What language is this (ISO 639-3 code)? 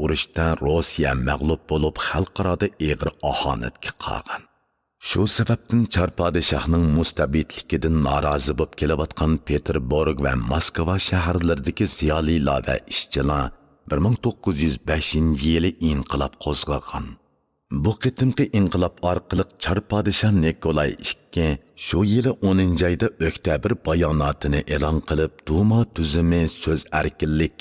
uig